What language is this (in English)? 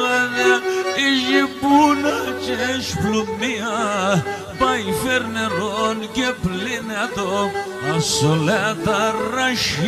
Pontic